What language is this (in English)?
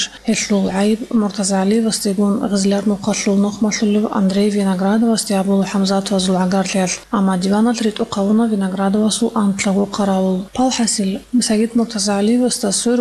Avaric